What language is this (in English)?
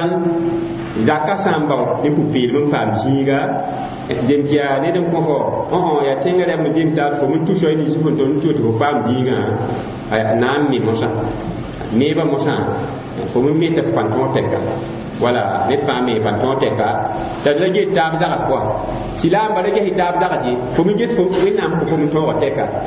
Mossi